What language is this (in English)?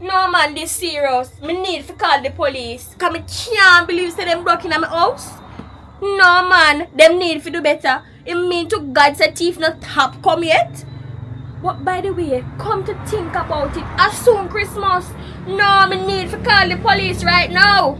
Jamaican Creole English